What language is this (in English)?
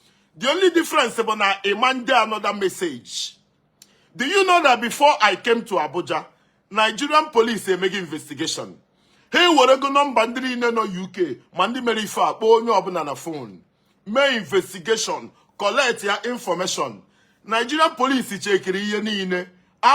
Igbo